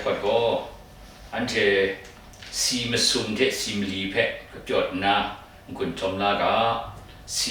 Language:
Kachin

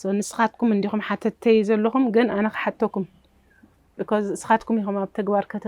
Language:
Tigrinya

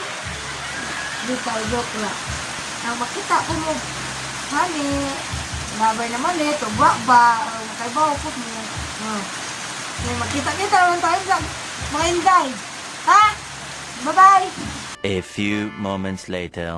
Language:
Cebuano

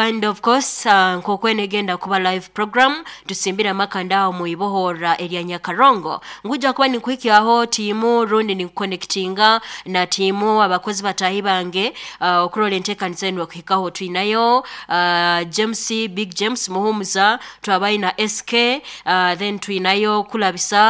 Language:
Nyankole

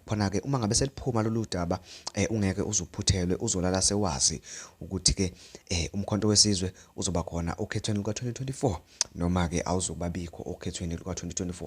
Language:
Zulu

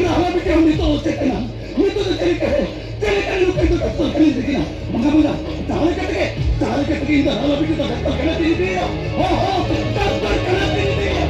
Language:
Santali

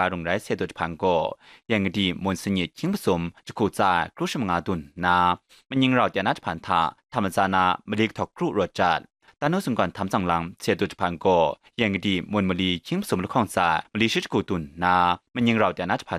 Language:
Kachin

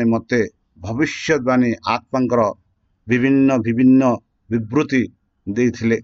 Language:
Odia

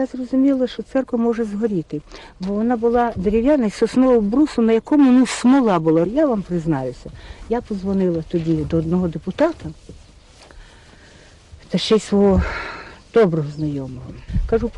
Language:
Ukrainian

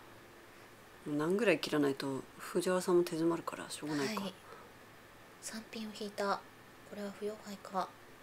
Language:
Japanese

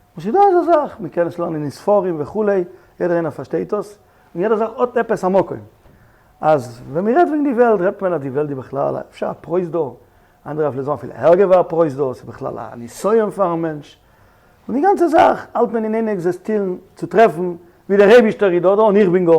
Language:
Yiddish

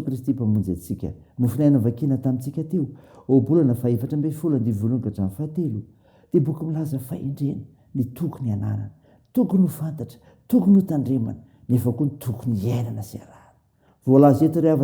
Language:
Malagasy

